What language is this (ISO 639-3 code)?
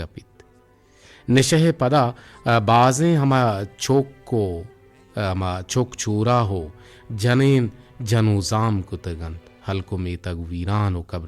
bgp